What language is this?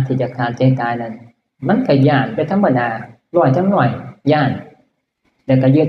Northeastern Thai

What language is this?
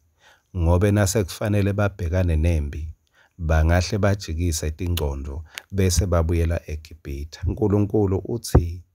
Swati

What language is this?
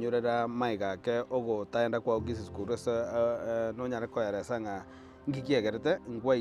Gusii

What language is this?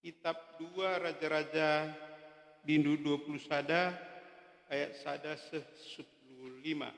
Batak Karo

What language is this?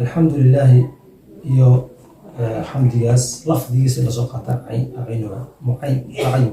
Somali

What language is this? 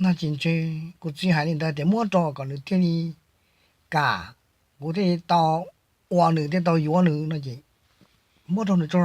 Hmong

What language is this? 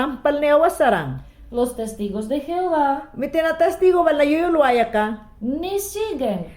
Mayangna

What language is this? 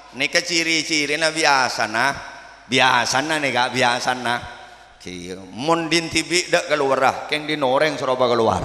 Madurese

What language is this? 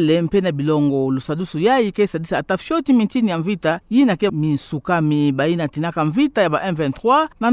Kituba (Democratic Republic of Congo)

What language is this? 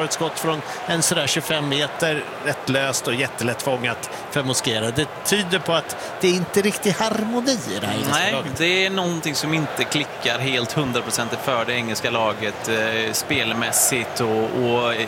Swedish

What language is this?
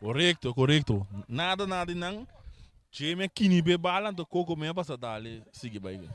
Papiamento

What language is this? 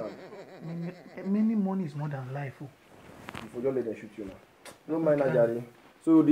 Nigerian Pidgin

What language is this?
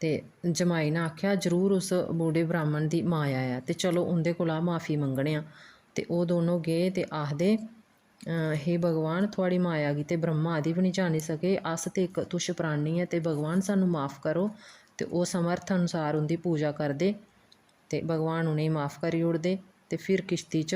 Dogri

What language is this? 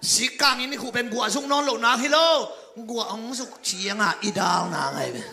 Tedim Chin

